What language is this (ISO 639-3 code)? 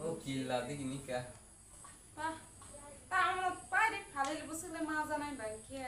trp